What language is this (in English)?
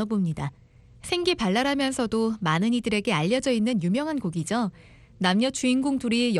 Korean